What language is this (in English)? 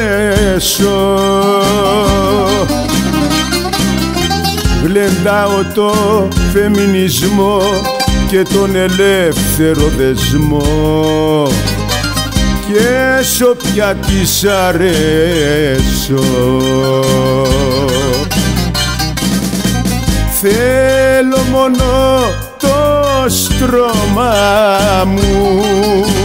Greek